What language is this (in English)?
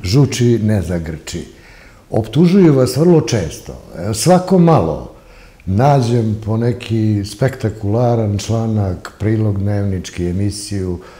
Serbian